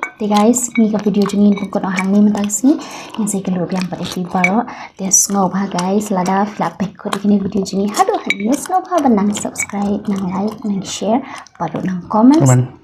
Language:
Khasi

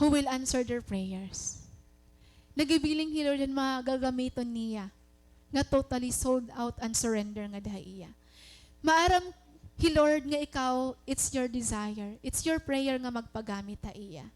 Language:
Waray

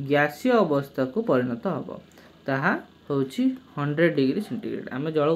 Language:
Odia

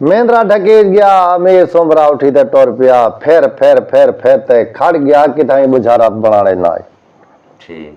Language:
Saraiki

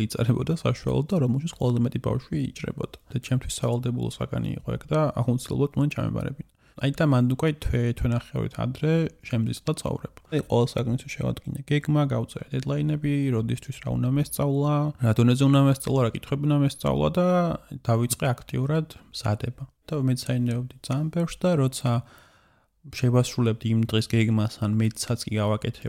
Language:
Georgian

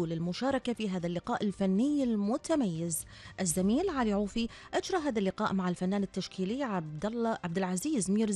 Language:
Gulf Arabic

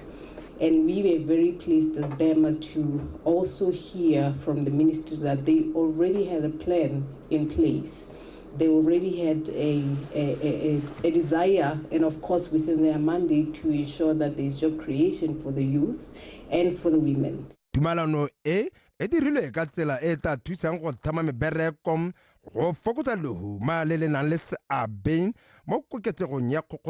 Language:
Tswana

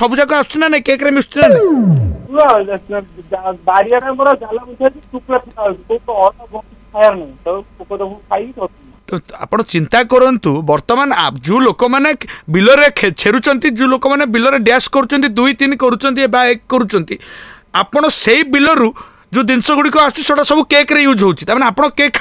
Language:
Odia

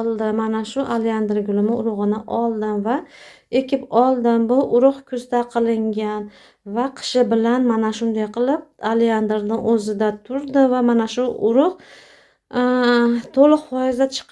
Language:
Uzbek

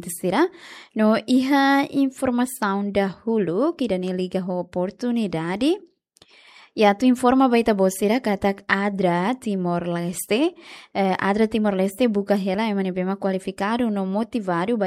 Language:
Tetum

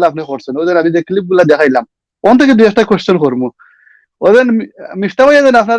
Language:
Sylheti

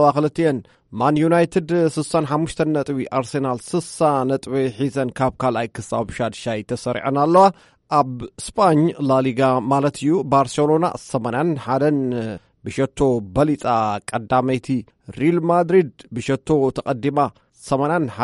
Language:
Tigrinya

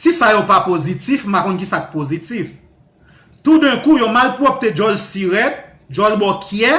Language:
Haitian Creole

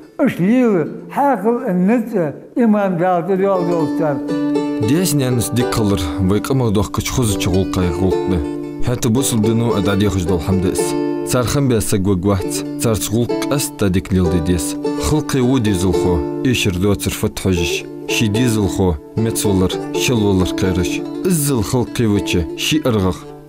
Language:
Ingush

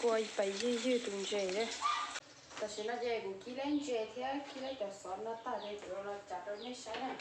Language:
Hmong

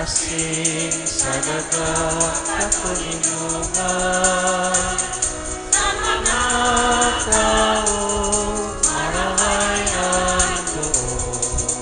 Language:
Bikol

